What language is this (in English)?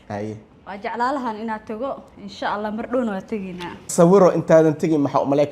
Somali